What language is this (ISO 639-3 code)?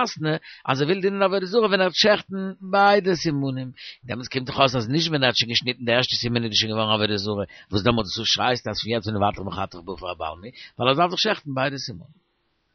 yid